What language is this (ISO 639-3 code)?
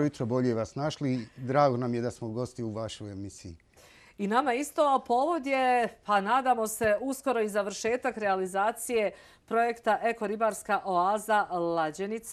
bos